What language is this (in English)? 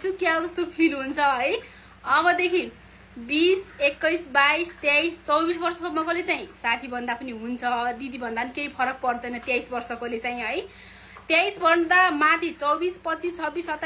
Nepali